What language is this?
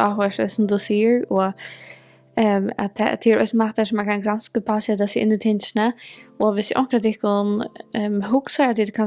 Faroese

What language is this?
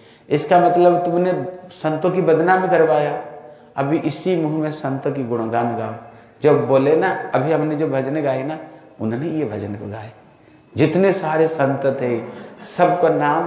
Hindi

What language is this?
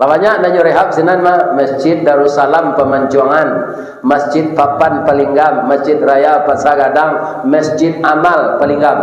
Minangkabau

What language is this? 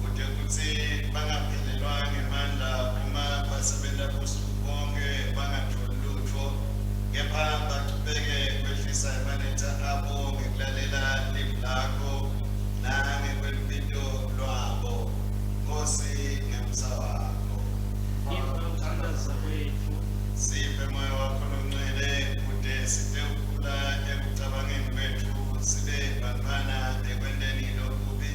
Swati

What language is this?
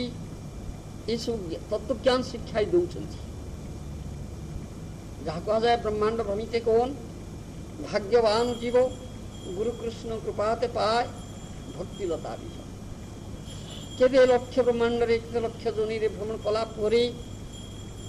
Odia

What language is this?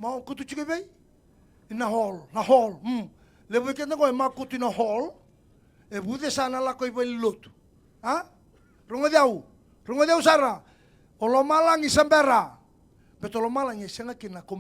Fijian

